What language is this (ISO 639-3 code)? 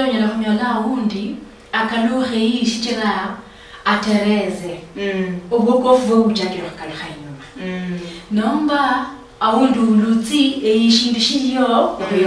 luy